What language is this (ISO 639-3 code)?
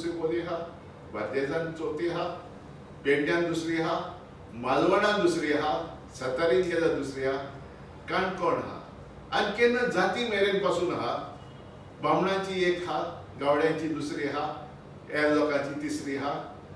kok